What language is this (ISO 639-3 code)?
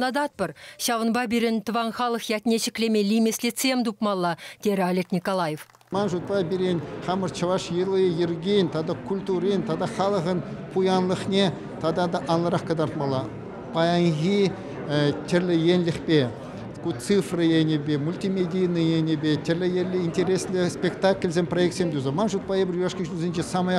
chv